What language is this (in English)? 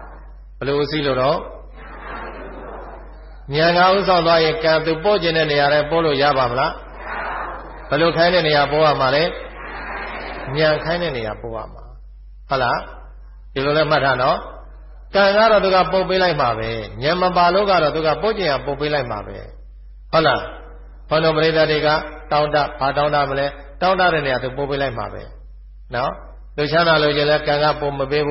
Burmese